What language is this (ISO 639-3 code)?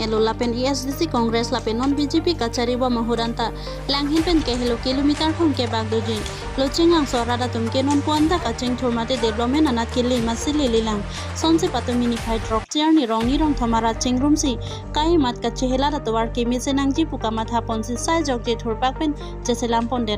mjw